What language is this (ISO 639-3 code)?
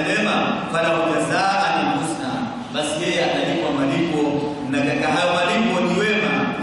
swa